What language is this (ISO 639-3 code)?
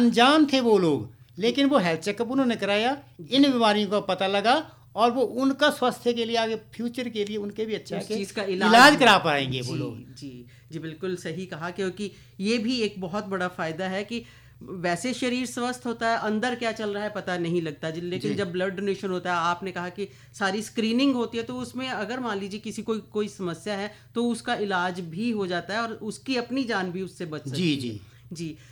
hin